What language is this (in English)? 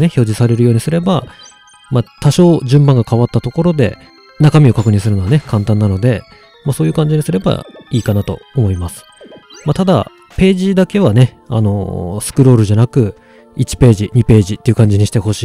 Japanese